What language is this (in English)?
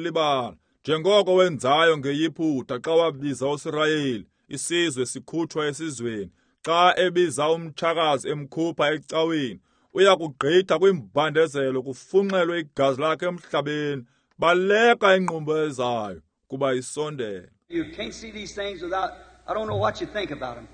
Xhosa